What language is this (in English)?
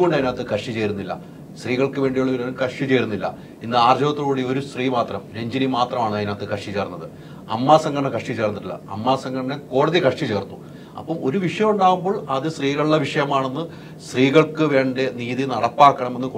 Malayalam